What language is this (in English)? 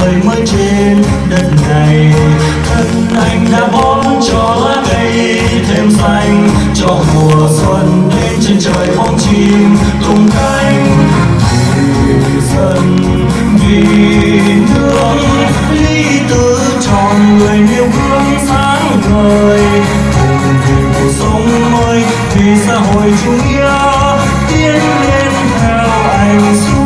Vietnamese